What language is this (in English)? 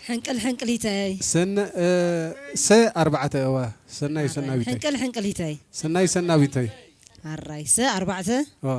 Tigrinya